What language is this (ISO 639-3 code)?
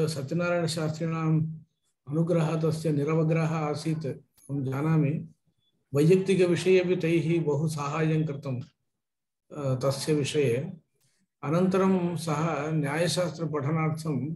san